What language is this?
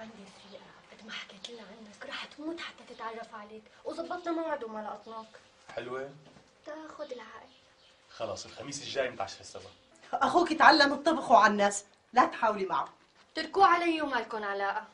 North Levantine Arabic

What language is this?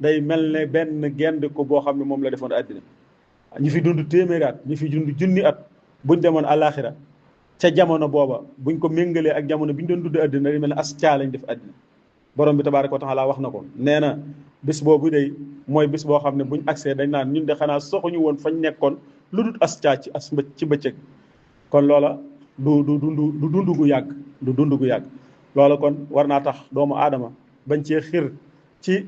Wolof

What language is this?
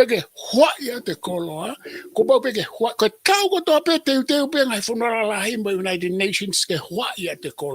Tongan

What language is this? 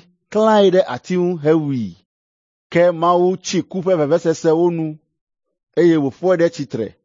Ewe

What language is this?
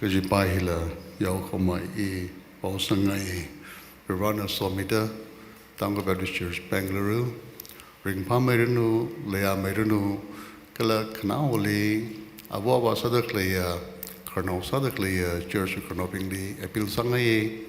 Tangkhul Naga (India)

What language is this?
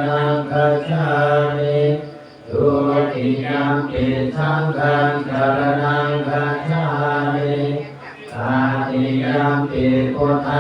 Pali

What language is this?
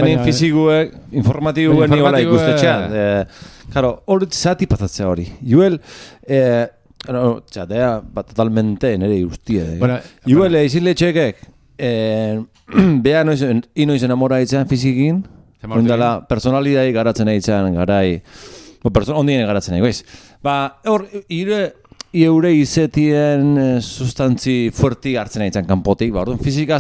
Basque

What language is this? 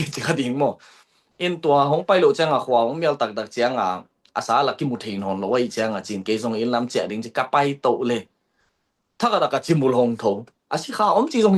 Tedim Chin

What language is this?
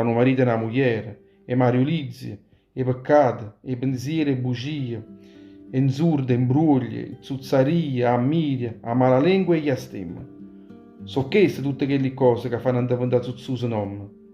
Neapolitan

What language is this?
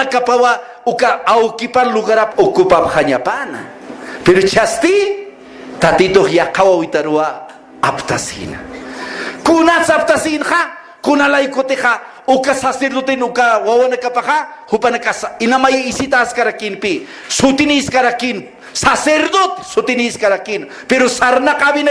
Aymara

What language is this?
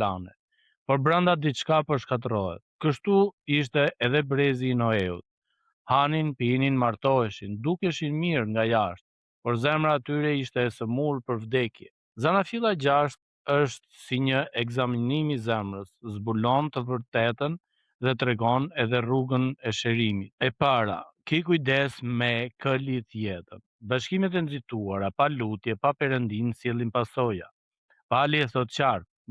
Albanian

